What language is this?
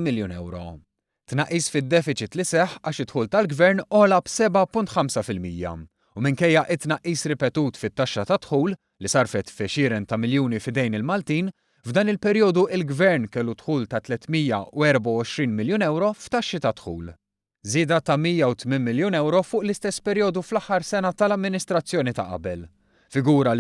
Maltese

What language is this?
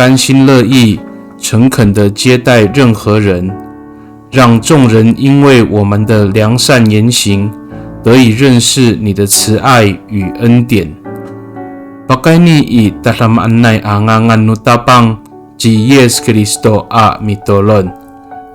Amis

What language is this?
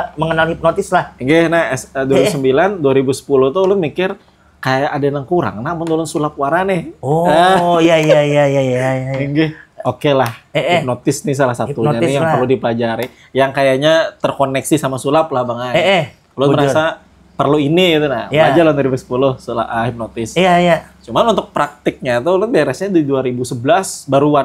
Banjar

